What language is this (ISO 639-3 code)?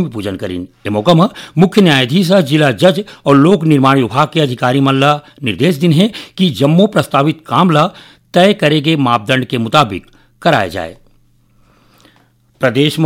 hne